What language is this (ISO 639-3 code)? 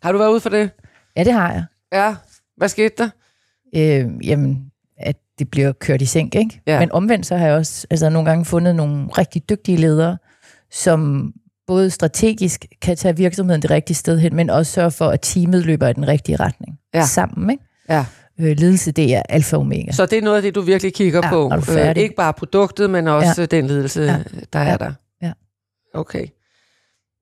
dan